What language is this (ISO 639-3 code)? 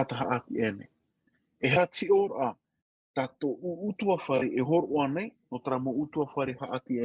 tah